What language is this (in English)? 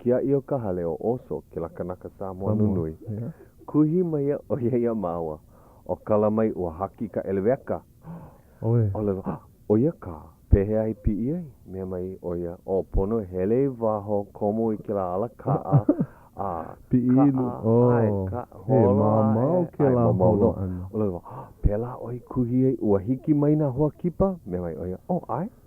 Hawaiian